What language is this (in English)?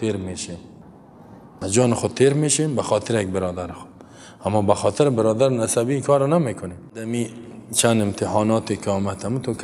Persian